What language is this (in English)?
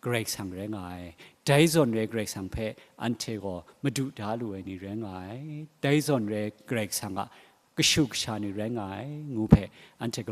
Kachin